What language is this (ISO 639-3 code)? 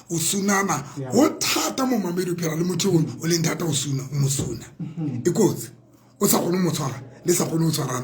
sot